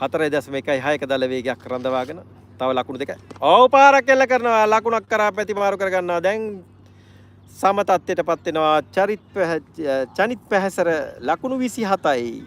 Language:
Sinhala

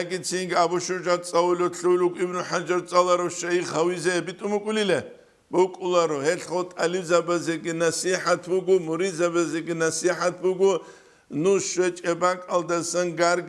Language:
Avaric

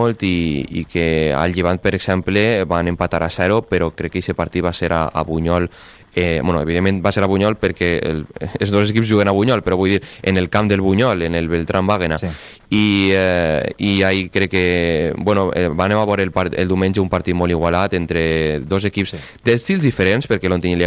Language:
Catalan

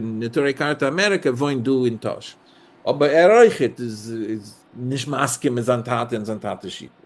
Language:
Yiddish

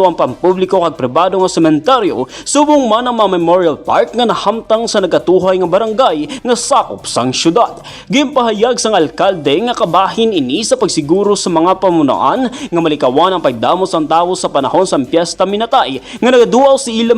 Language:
Hiligaynon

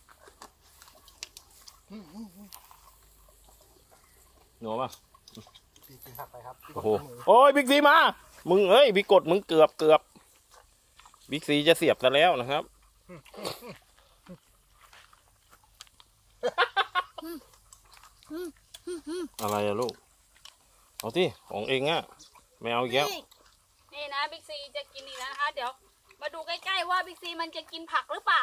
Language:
Thai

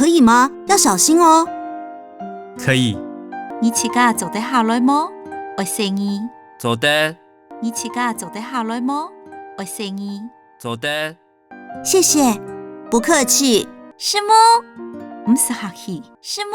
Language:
Hakka Chinese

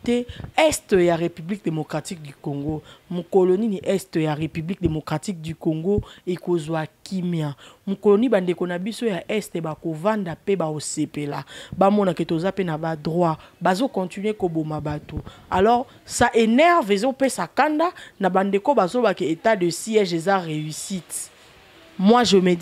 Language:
Lingala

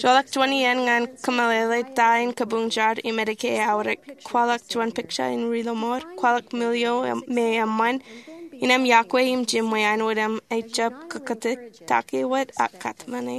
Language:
Marshallese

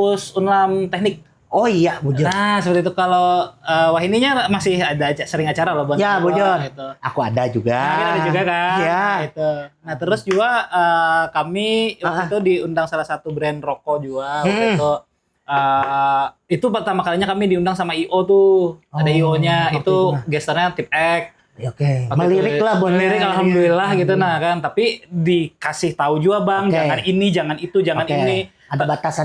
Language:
Banjar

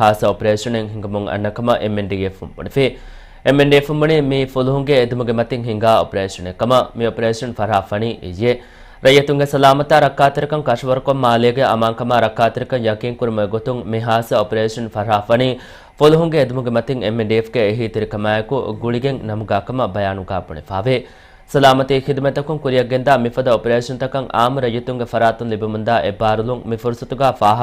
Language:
Divehi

